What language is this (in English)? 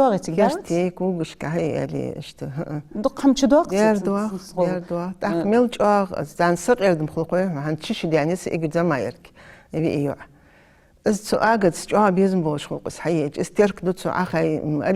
Ingush